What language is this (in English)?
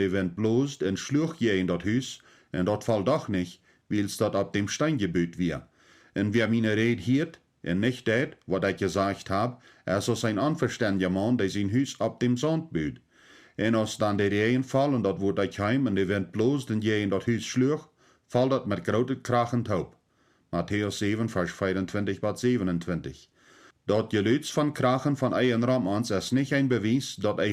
Plautdietsch